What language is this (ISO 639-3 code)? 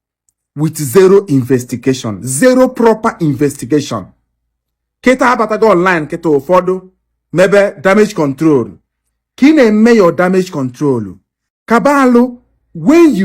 ibo